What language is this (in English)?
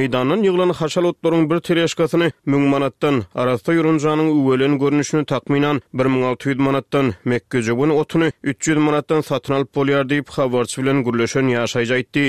Turkmen